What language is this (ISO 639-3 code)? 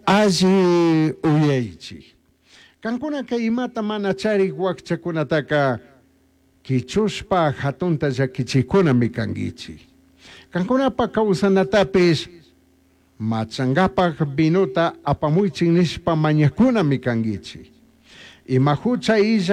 qug